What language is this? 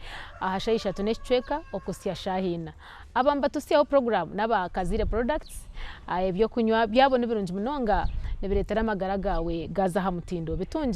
Nyankole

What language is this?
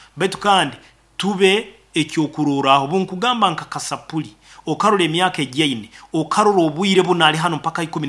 Nyoro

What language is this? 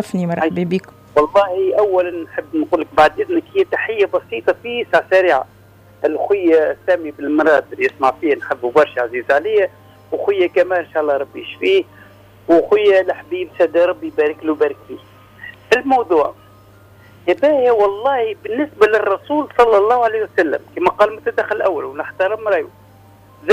Tunisian Arabic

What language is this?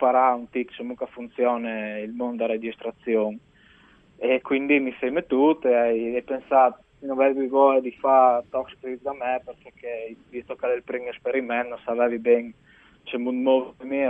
Friulian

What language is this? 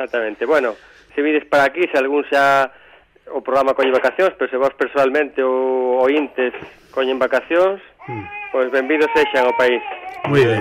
Galician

